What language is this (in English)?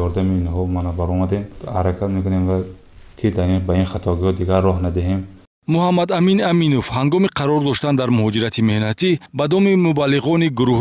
Tajik